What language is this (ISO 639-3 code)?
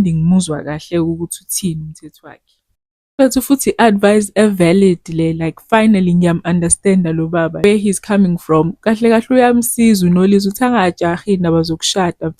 zul